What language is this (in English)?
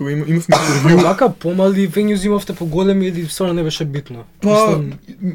Macedonian